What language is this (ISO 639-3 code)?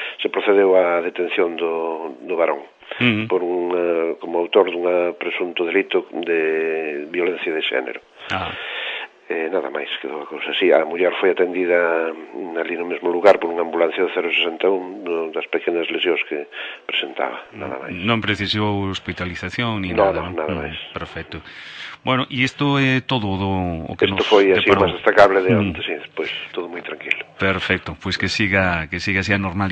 glg